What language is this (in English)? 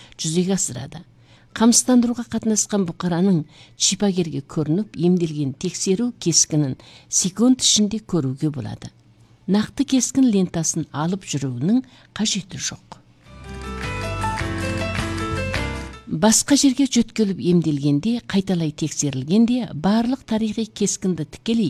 Kazakh